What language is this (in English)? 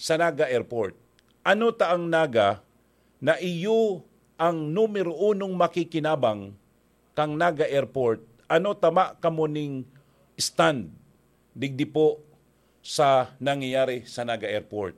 Bikol